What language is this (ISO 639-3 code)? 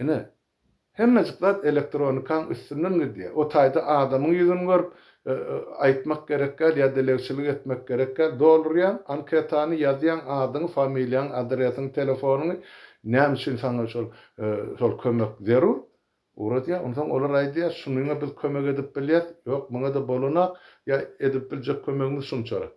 tuk